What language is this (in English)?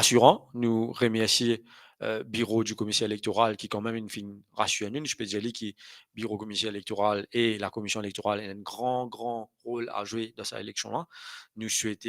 Morisyen